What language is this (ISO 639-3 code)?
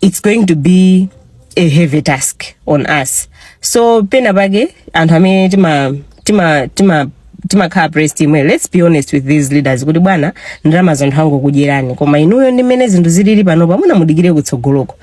nya